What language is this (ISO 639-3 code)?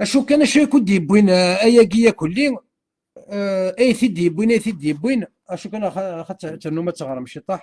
kab